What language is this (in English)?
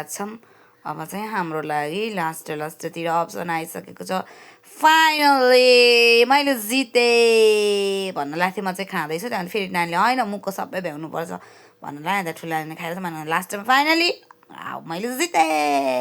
Nepali